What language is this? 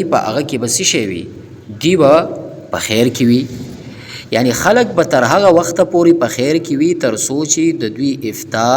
Pashto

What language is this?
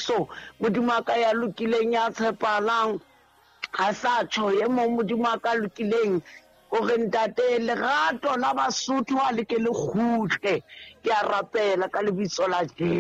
Southern Sotho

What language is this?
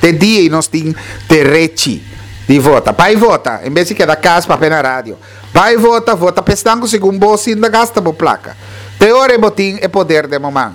Papiamento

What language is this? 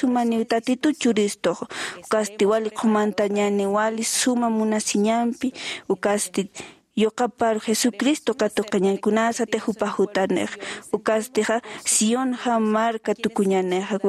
Aymara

